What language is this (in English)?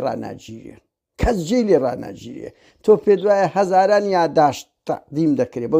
Central Kurdish